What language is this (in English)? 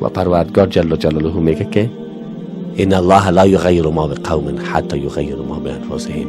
Persian